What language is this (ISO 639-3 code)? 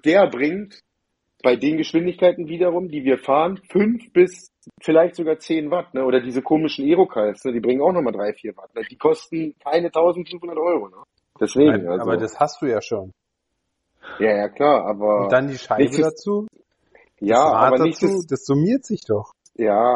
deu